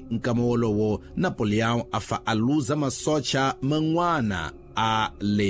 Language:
Tsonga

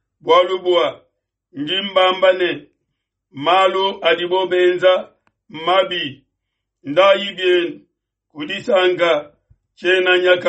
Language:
Luba-Lulua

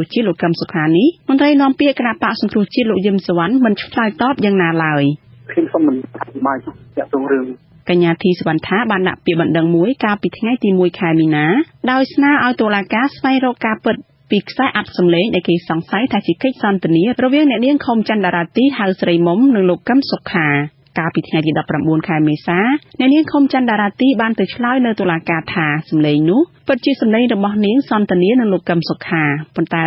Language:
Khmer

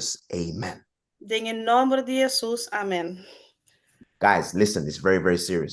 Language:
Papiamento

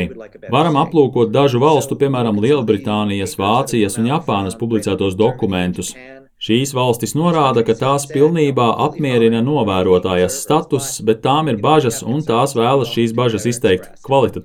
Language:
Latvian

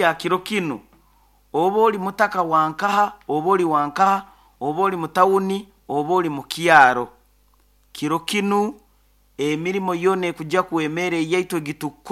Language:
Nyoro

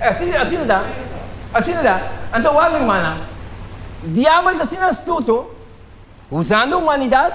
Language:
Papiamento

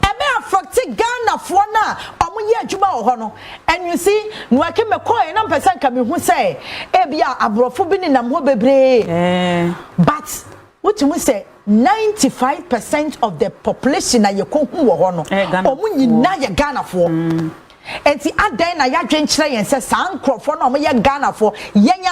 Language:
Akan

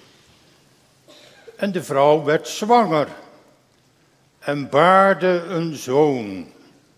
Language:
Dutch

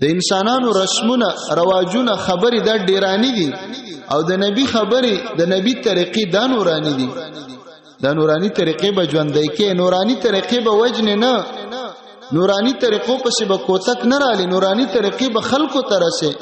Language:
Pashto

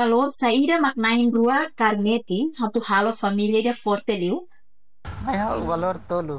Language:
Tetum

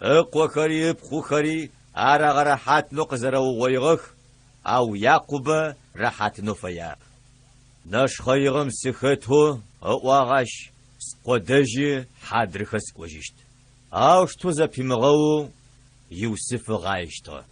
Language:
Adyghe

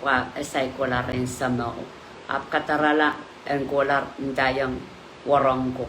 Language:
Pohnpeian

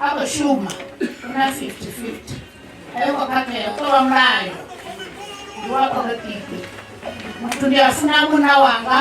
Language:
Venda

